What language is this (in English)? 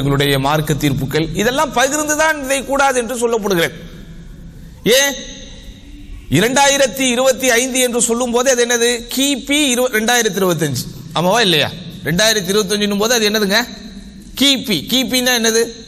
Tamil